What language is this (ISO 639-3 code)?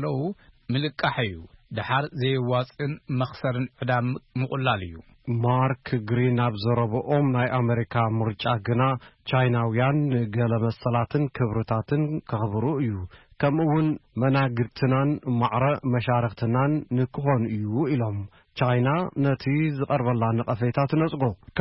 tir